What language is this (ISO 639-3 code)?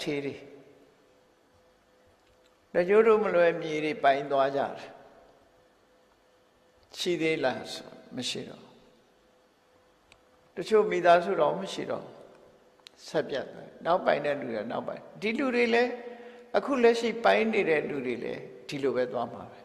mya